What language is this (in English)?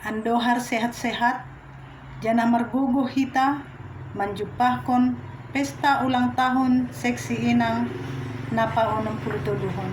Batak Simalungun